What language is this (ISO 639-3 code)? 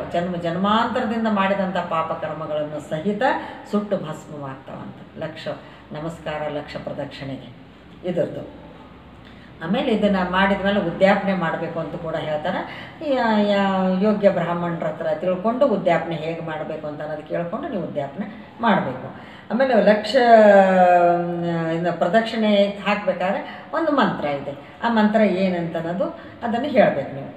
kan